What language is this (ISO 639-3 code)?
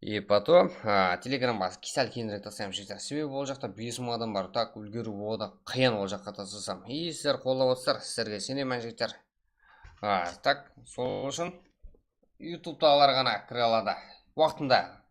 kaa